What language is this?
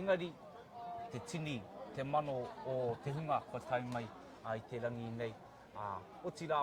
Māori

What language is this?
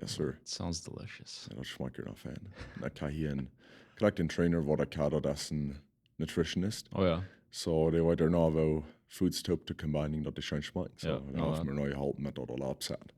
Plautdietsch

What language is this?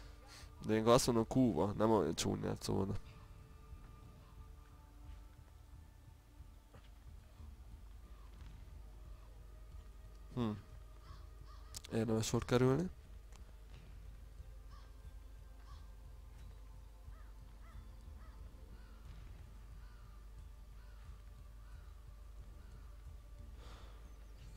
Hungarian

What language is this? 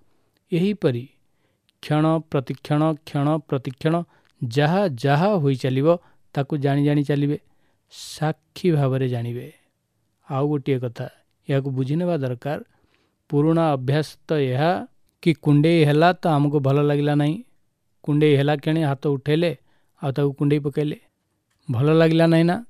Odia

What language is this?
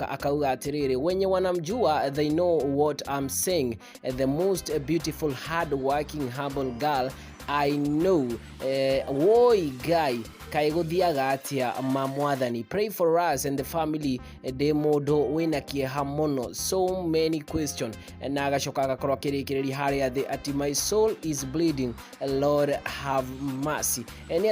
Kikuyu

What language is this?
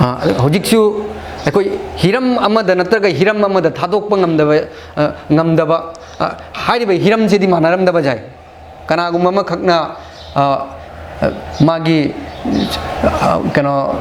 Manipuri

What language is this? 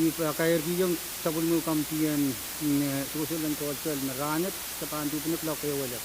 Pohnpeian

